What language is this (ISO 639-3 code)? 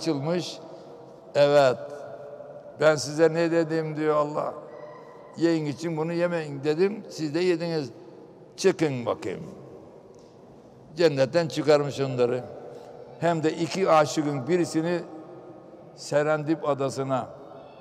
tur